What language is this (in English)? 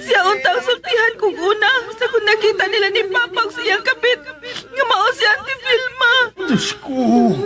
Cebuano